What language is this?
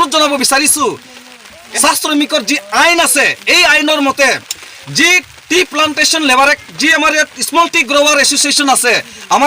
Assamese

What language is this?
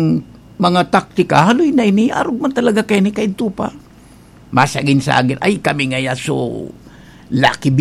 Bikol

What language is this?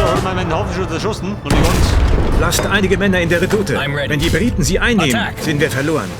Bavarian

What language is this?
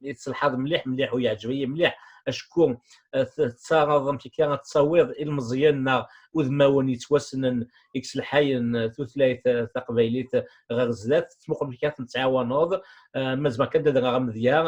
Kabyle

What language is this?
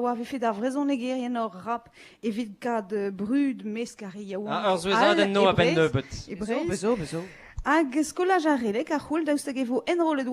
Breton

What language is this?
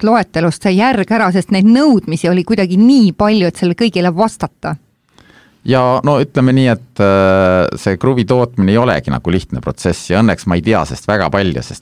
Estonian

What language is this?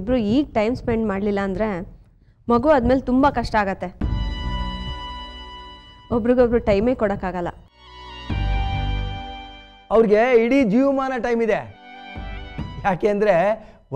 Kannada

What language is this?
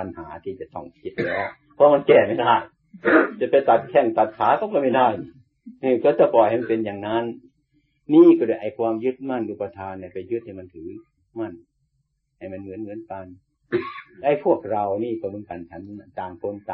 Thai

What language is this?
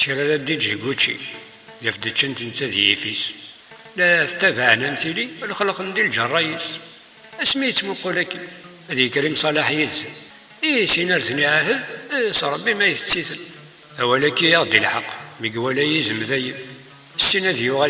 Kabyle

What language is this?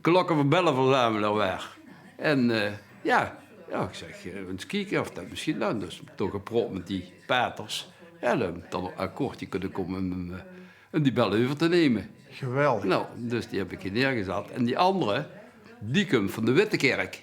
Limburgish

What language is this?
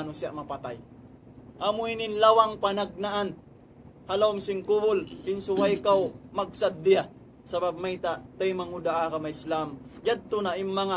Tausug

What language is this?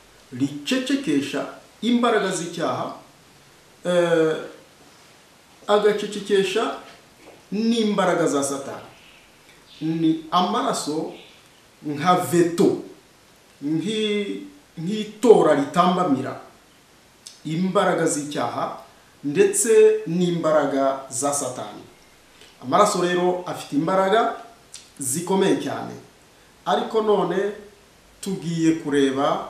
Kinyarwanda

